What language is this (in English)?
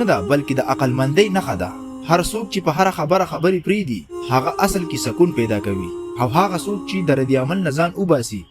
Pashto